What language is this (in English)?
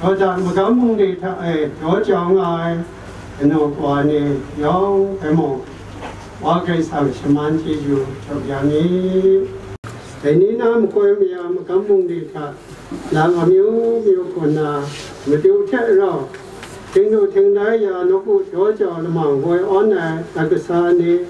Kachin